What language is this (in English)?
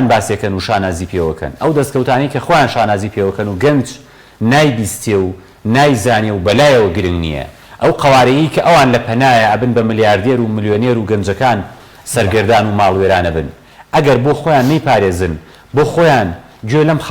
Central Kurdish